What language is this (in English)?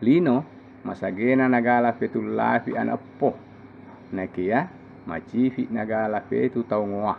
Buginese